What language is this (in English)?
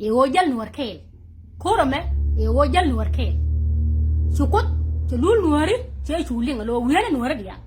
Nuer